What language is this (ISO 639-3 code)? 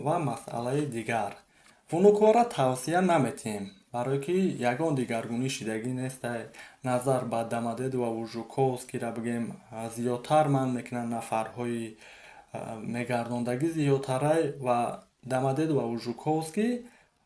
tgk